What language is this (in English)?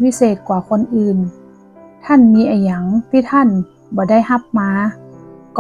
Northern Thai